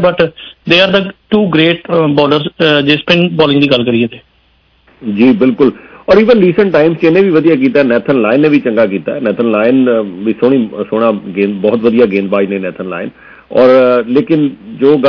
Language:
Punjabi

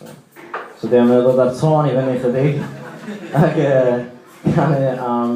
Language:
Welsh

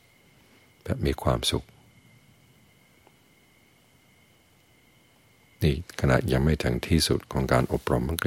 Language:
Thai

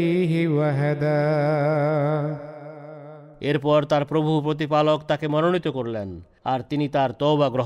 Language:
Bangla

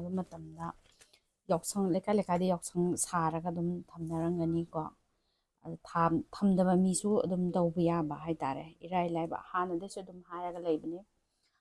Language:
Manipuri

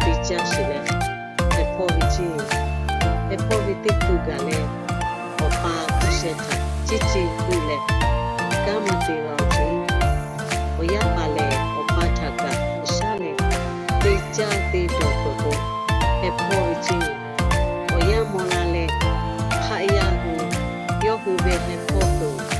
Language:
Lahu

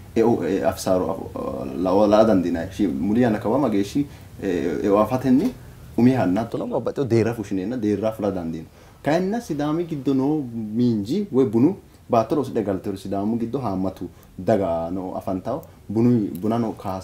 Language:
Sidamo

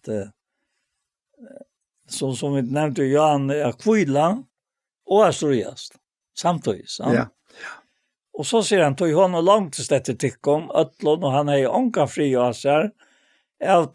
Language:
Faroese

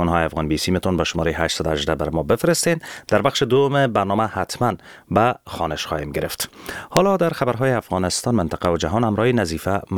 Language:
Persian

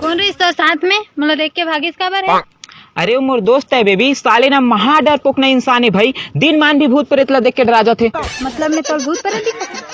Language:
Chhattisgarhi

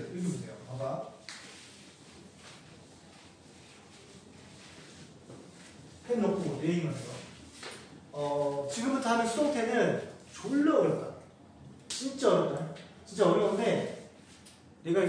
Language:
Korean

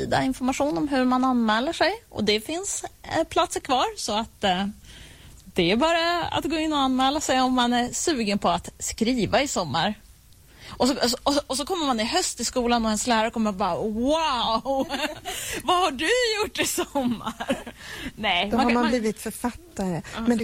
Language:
Swedish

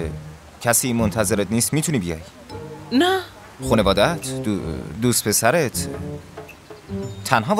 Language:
Persian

